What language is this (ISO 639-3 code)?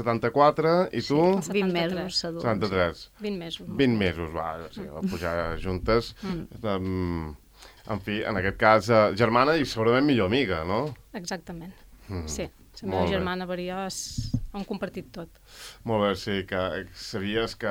cat